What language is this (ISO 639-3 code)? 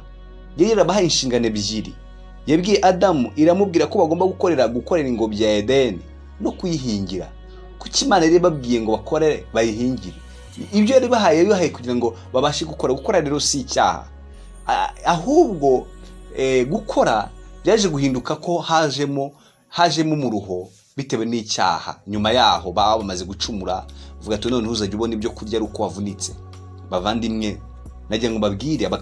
kin